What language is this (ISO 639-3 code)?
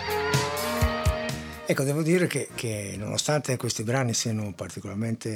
ita